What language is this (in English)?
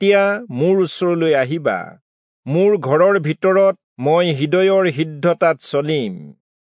Assamese